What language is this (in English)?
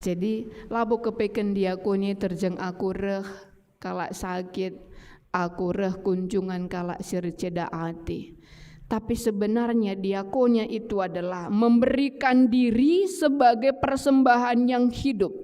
Batak Karo